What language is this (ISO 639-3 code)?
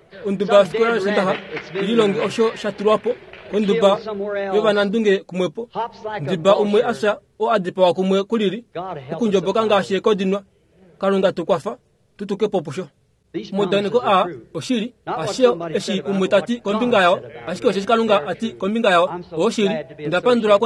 kua